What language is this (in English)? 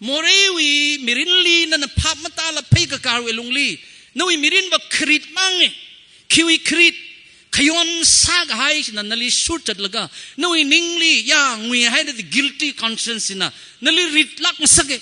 Tangkhul Naga (India)